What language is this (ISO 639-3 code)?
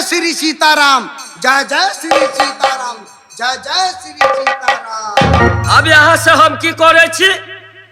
mai